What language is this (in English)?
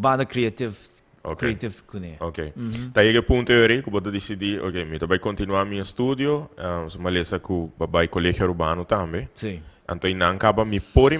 Papiamento